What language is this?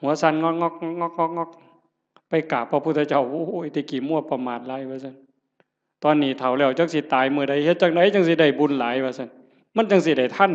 Northeastern Thai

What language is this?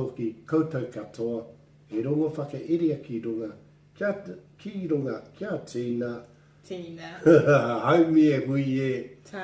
Māori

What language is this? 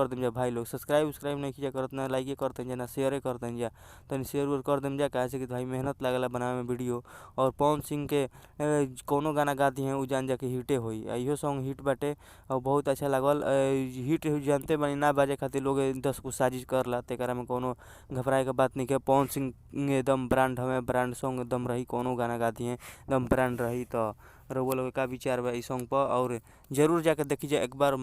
Bhojpuri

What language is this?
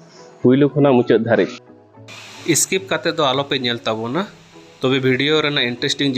Santali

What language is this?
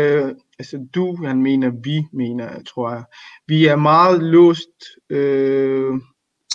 Danish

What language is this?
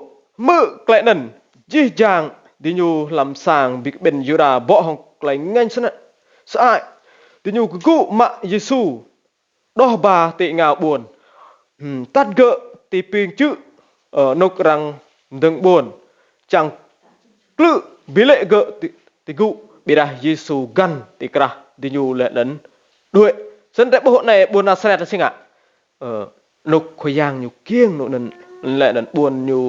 Rade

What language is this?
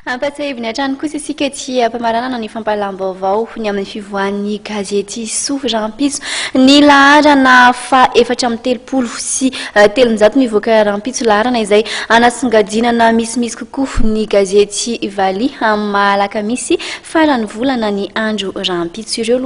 Malagasy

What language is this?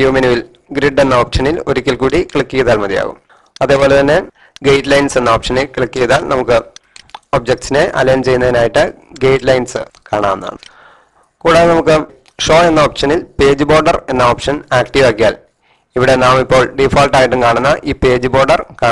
Malayalam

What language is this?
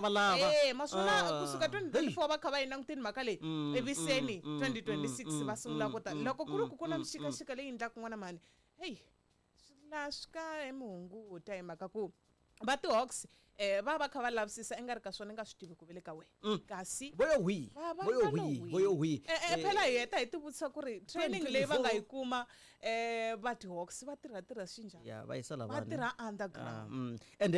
Tsonga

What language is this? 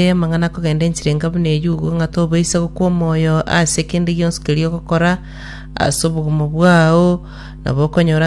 Gusii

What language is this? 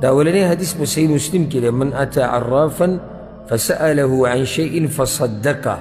Pashto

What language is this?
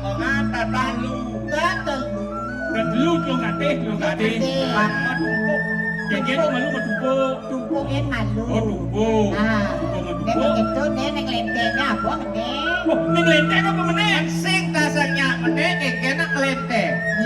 Balinese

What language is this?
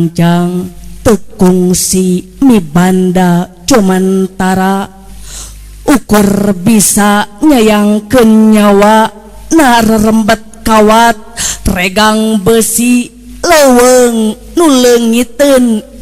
Sundanese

